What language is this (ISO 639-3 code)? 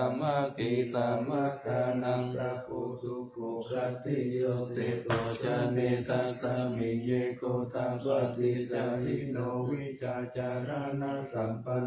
pli